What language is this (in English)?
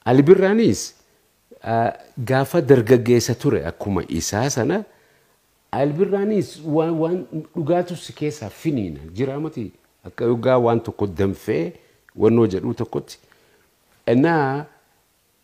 Oromo